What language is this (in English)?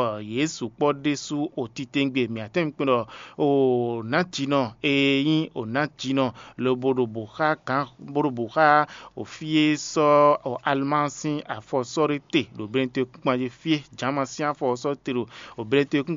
Fon